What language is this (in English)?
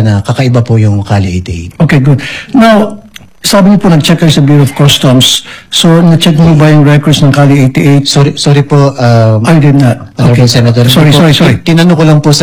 Filipino